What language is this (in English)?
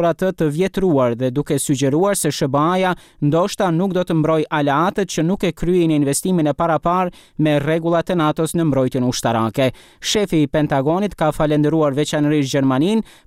Albanian